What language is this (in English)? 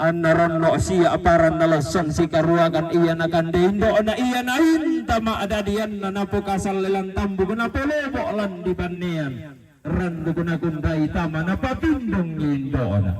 Toraja-Sa'dan